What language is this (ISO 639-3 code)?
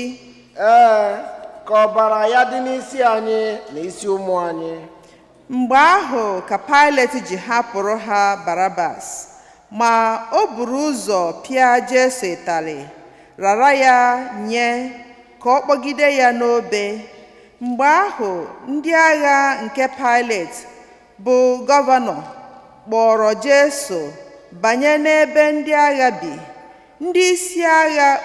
ibo